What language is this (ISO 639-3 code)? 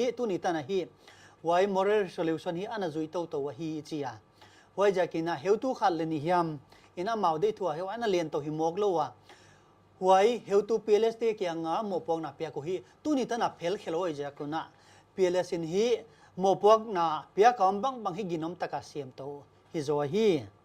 pck